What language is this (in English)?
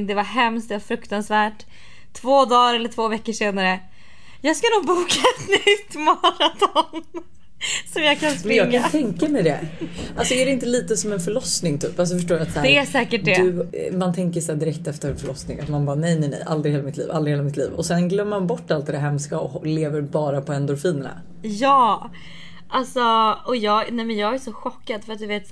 Swedish